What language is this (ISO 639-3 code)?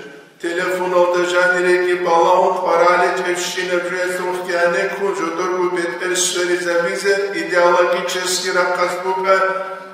ava